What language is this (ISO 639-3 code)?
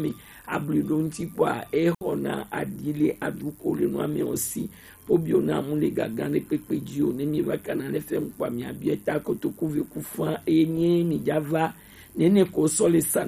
gej